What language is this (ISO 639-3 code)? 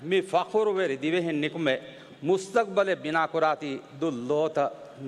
div